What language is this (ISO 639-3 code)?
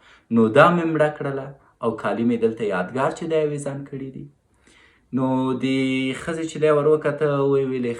pus